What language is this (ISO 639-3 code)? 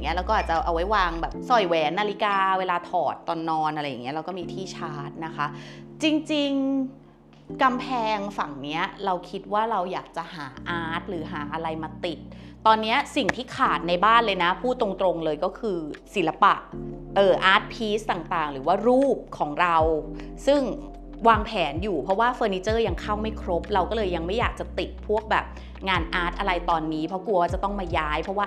tha